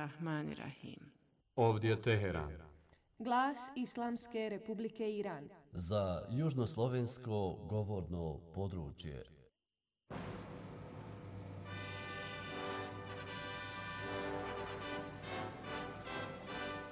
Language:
Bosnian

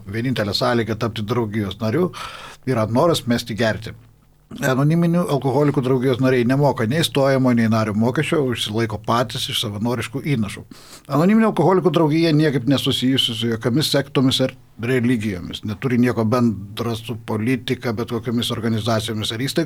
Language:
Lithuanian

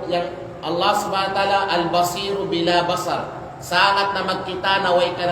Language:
Kalagan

